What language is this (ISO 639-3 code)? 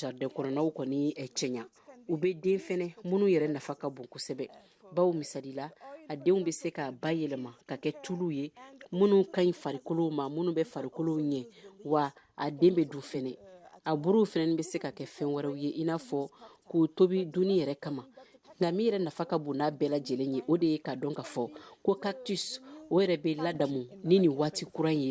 bam